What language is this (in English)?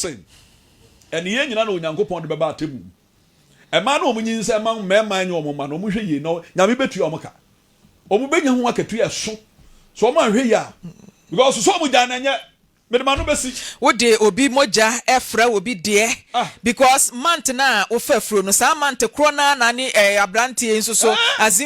Akan